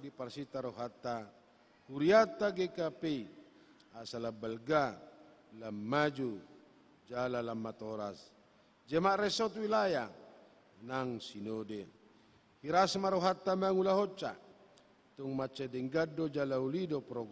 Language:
Batak Toba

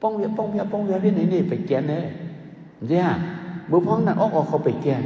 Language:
Shan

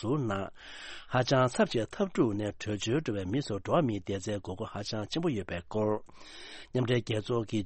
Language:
Tibetan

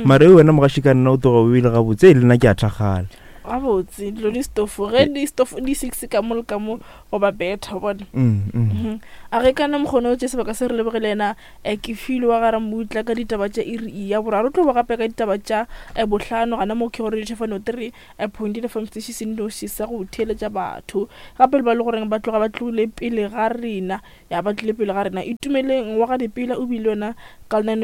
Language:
Northern Sotho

